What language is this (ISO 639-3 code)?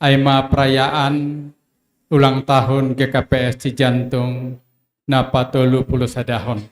bts